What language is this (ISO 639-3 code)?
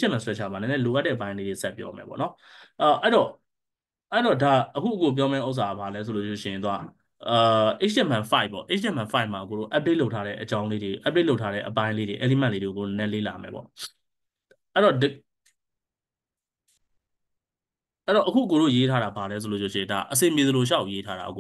mya